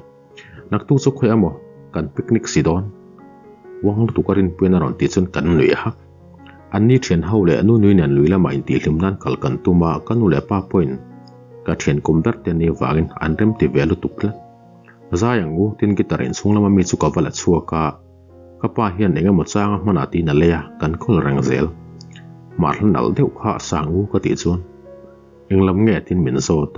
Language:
Mizo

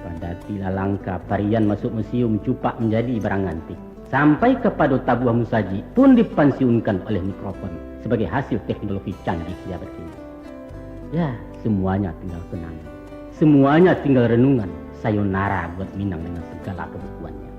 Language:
Minangkabau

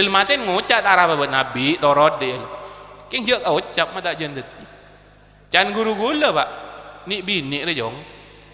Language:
Madurese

